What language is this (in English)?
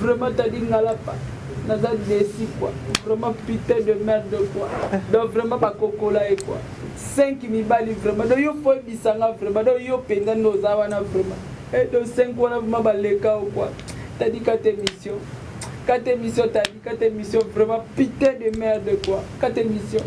Lingala